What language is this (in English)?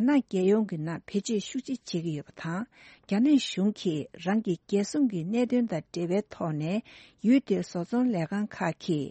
Tibetan